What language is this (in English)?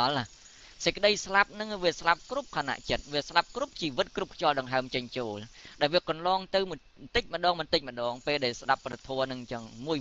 Khmer